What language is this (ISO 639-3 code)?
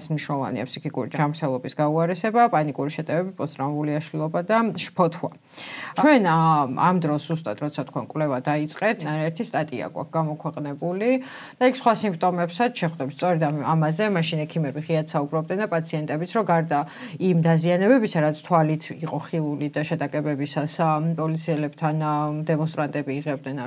kat